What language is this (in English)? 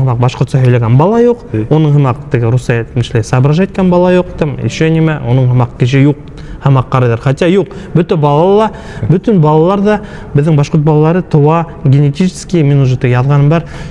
Bashkir